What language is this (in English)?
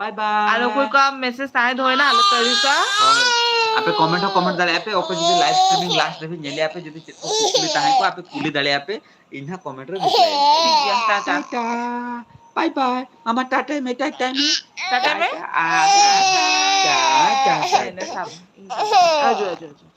Santali